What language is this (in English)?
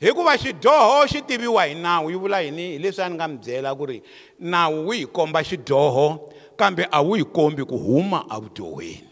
Tsonga